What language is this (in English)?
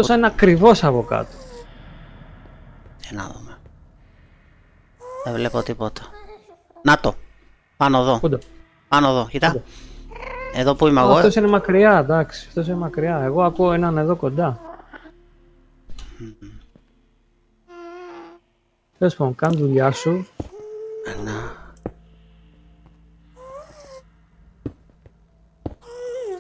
Greek